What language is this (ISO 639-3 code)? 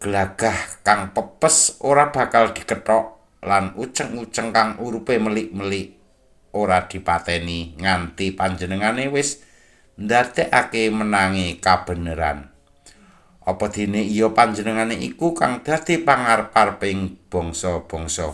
jav